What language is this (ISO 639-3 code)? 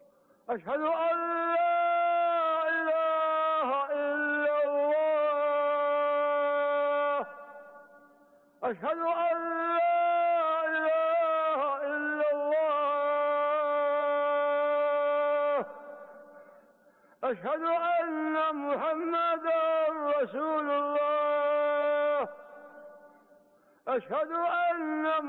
ara